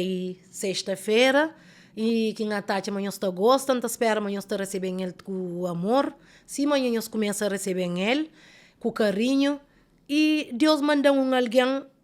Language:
Kabuverdianu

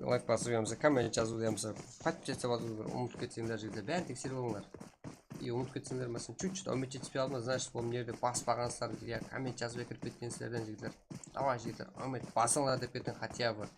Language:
Kara-Kalpak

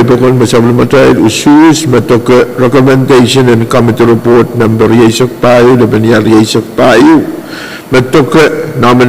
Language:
Pohnpeian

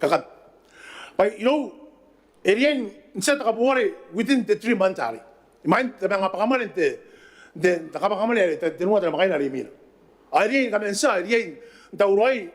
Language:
Gilbertese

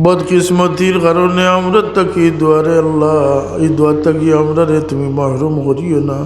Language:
Sylheti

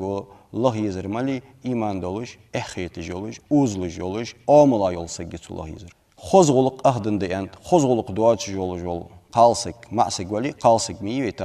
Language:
Ingush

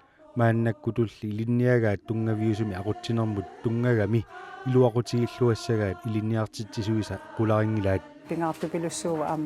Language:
Kalaallisut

